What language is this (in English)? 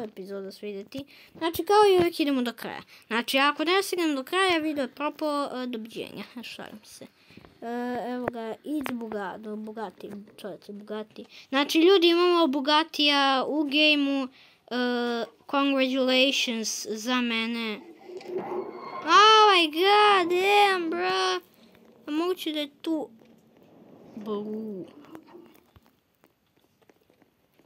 Croatian